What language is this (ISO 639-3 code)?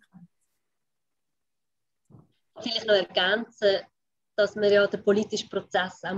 deu